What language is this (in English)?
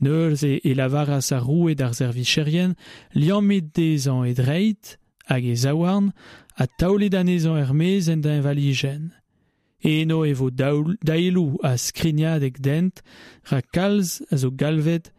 Breton